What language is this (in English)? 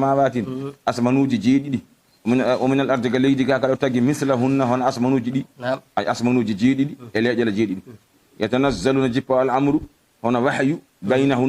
Fula